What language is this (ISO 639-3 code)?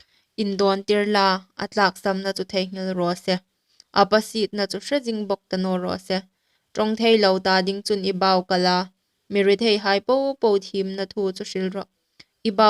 hmr